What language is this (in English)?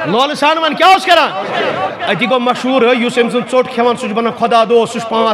Kashmiri